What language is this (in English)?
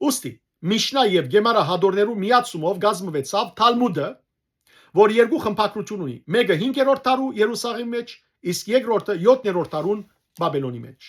Western Armenian